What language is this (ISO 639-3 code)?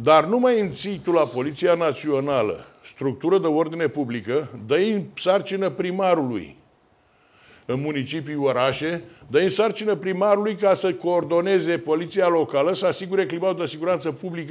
ron